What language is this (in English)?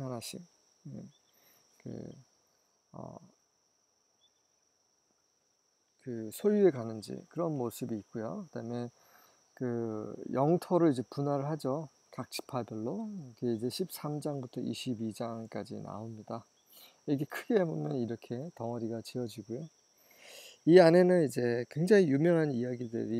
Korean